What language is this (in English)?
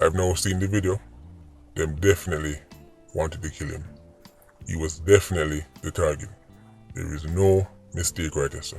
Jamaican Creole English